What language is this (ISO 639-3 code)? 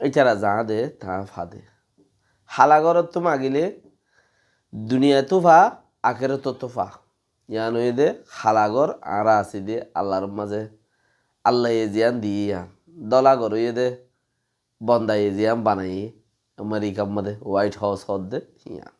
rhg